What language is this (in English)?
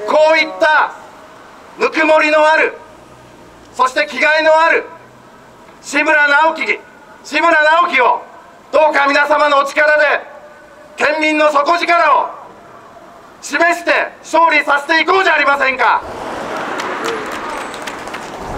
Japanese